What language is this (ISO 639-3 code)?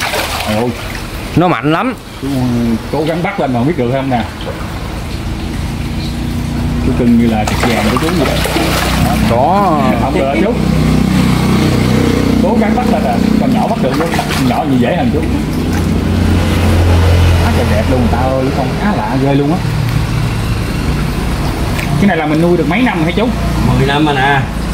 vie